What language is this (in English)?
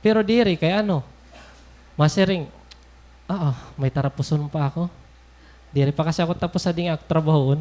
Waray